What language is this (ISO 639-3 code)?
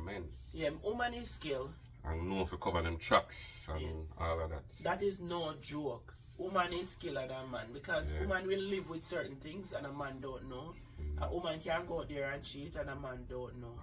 jam